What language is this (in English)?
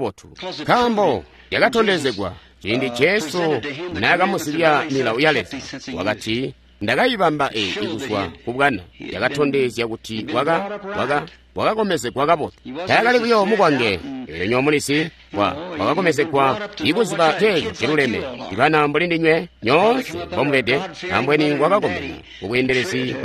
Tonga (Zambia)